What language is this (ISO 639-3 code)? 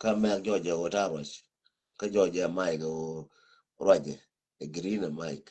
nus